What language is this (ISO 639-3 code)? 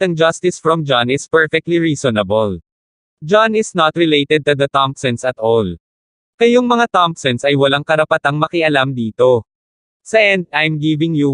fil